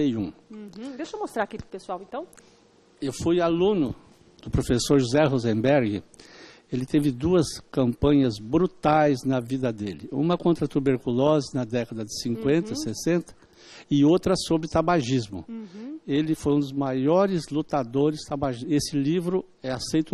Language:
Portuguese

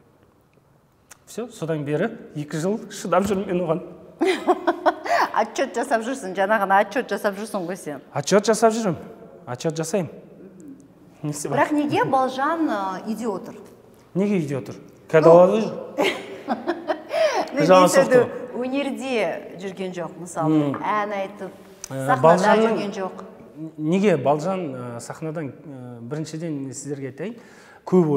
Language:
Kazakh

